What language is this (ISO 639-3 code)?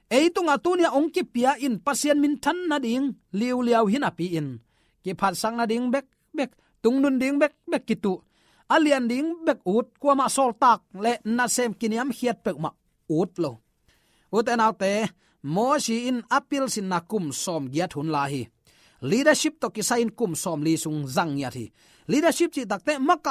ctd